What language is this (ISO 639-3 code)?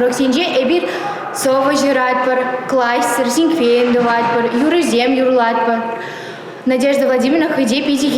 chv